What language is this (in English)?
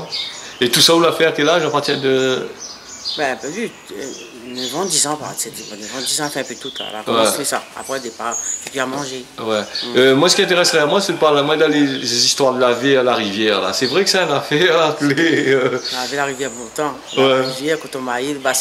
Réunion Creole French